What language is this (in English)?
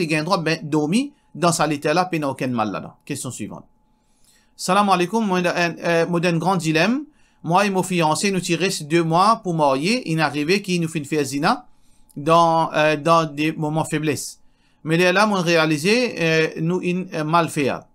Morisyen